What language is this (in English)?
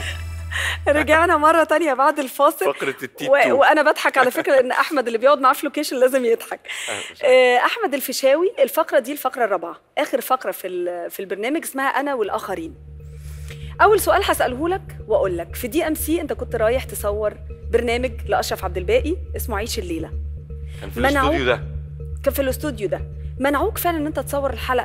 Egyptian Arabic